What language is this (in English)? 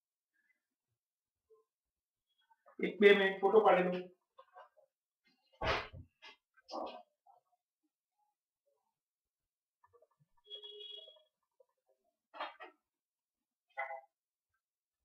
Gujarati